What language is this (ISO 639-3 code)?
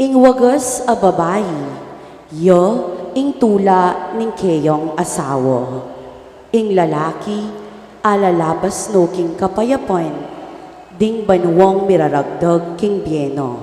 pam